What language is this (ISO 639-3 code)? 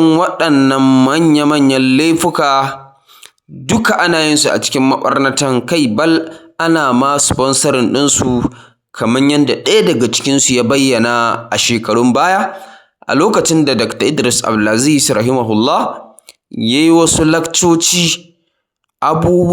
hau